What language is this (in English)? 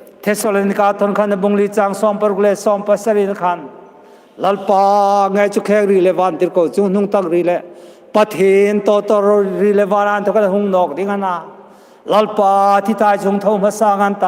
Hmar